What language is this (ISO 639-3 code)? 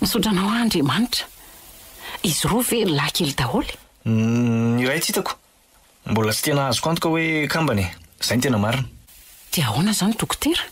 mlg